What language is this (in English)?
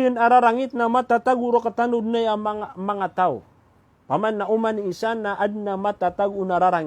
Maranao